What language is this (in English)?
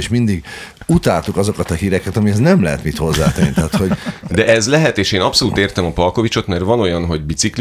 Hungarian